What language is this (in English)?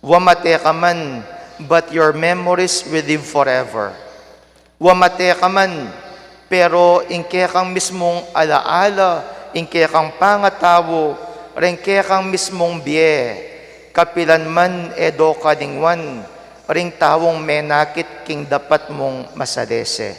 Pampanga